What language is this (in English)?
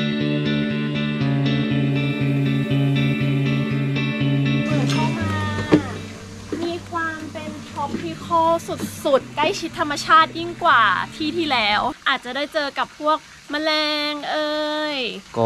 Thai